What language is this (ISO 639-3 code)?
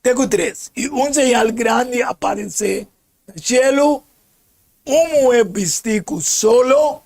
pap